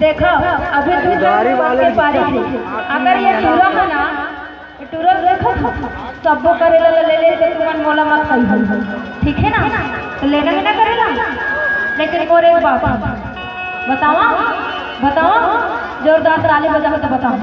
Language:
Chhattisgarhi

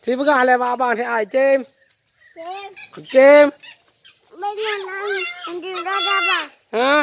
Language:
Achinese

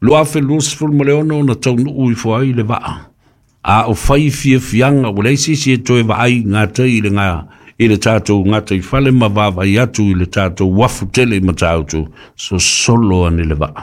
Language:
Samoan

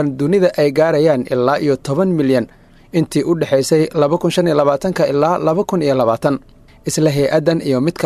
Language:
Somali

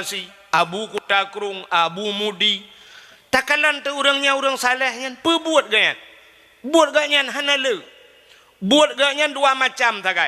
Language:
Achinese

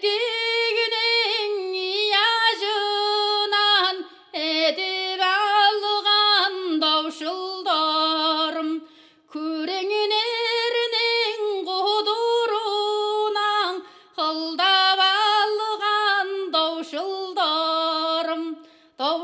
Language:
Kazakh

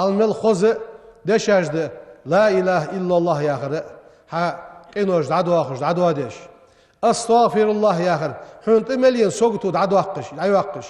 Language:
Ingush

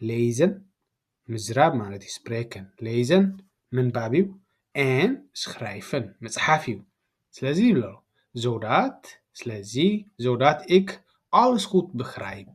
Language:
Tigrinya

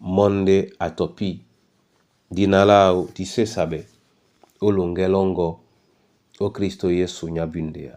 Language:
Duala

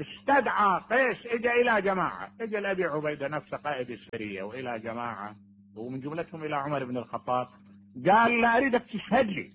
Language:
Mesopotamian Arabic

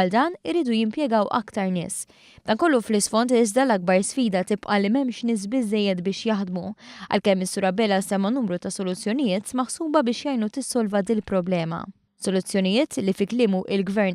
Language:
Maltese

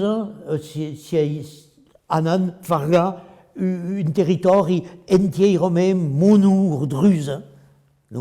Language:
Occitan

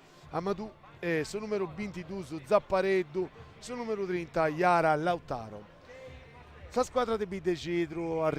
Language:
Sardinian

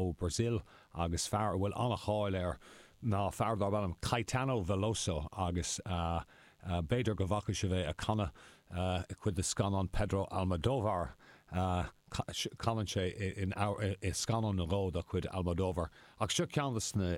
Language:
Irish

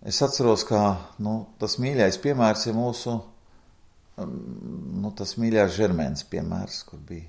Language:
Latvian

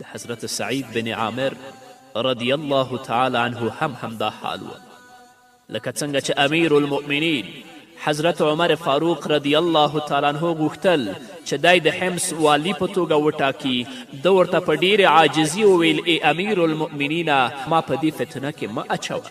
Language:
Pashto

